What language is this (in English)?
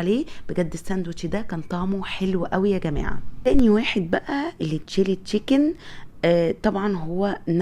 Egyptian Arabic